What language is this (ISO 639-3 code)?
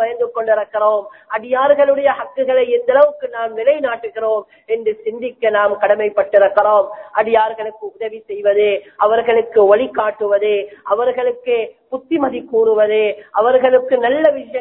tam